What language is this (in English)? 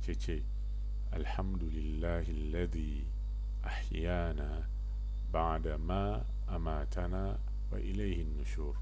Hausa